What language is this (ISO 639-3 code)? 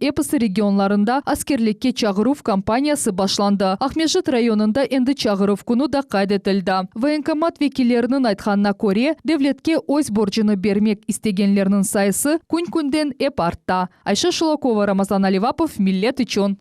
crh